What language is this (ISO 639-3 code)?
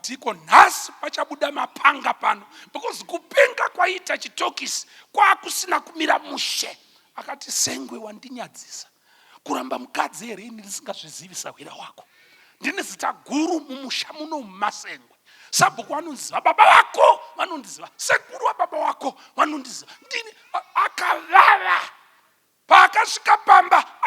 sna